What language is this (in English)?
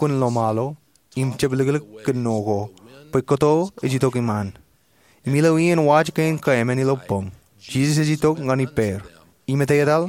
Marshallese